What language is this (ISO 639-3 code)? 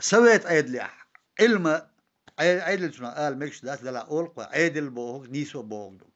che